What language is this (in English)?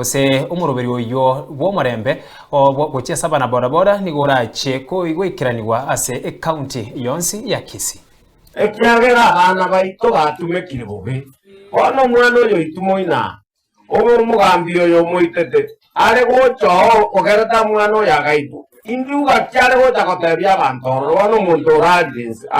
Gusii